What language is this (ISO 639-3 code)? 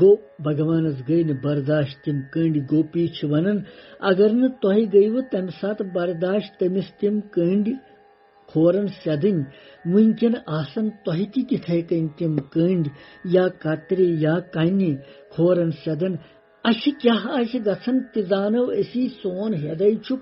kas